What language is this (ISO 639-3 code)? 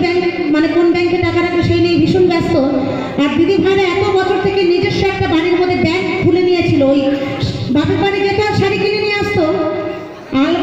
ben